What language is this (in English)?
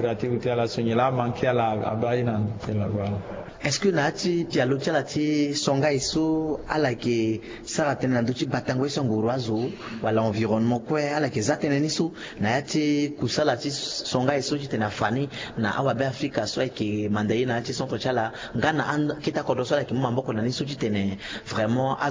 Sango